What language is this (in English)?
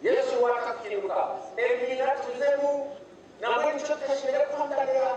Nyankole